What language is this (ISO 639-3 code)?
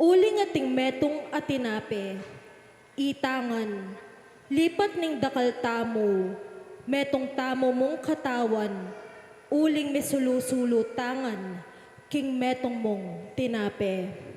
pam